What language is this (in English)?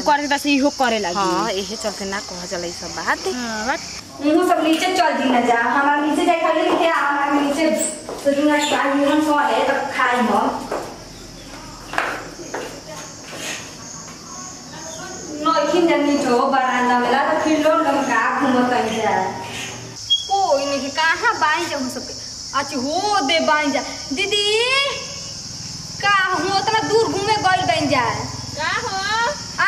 Bhojpuri